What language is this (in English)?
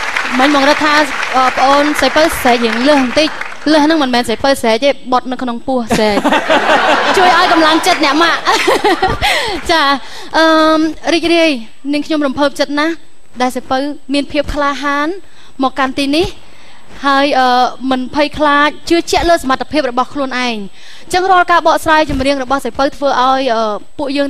Khmer